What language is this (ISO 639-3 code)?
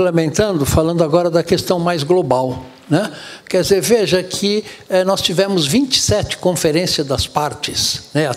por